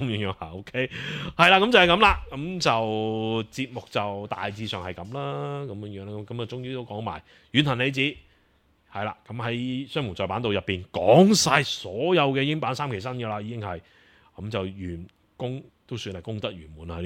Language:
Cantonese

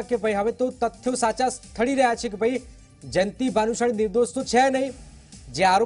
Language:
Gujarati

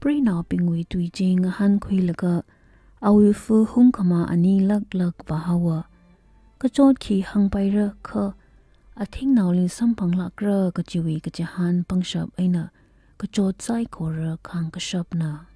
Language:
Tangkhul Naga (India)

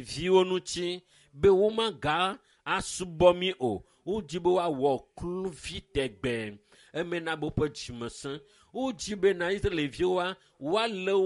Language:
Ewe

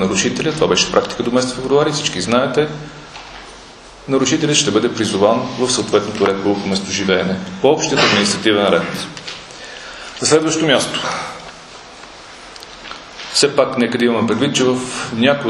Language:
Bulgarian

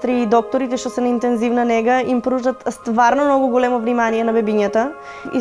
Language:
Macedonian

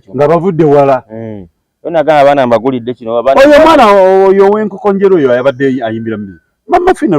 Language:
Ganda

